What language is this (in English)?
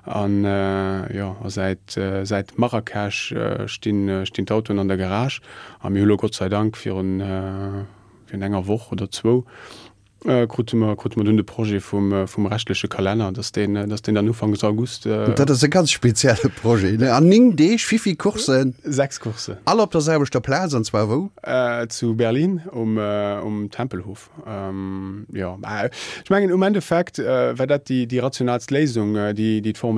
Luxembourgish